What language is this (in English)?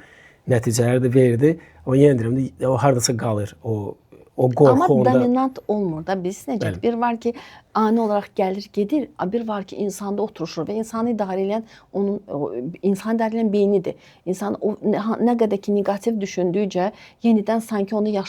Azerbaijani